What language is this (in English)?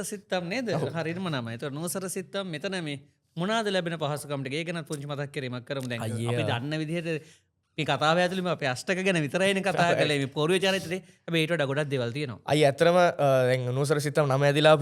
Sinhala